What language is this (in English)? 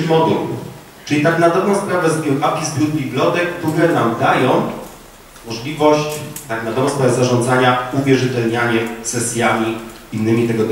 Polish